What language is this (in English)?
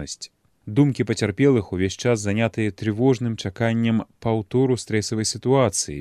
Belarusian